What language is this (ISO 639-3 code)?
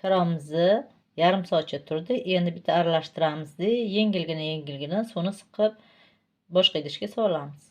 uzb